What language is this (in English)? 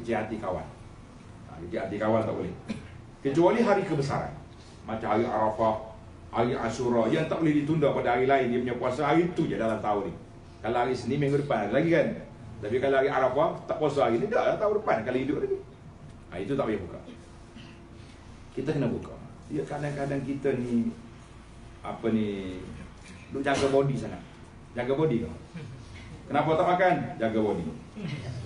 Malay